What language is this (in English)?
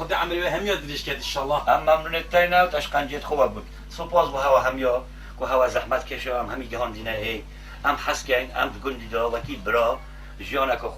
Kurdish